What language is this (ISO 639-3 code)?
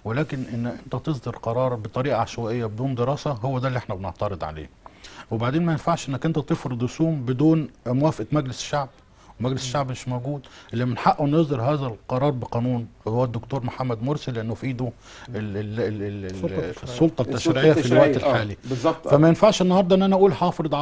arz